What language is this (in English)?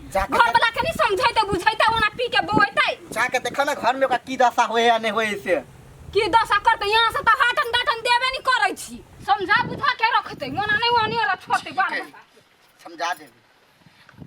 Maithili